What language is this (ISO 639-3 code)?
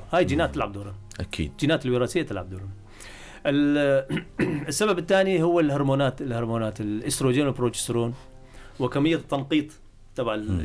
apc